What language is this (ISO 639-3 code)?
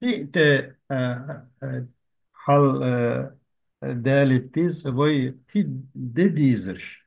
che